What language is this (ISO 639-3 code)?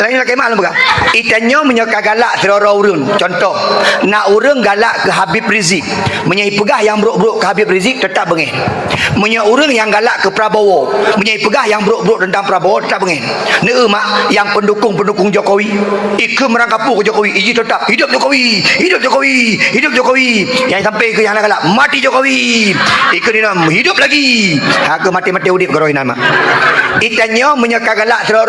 ace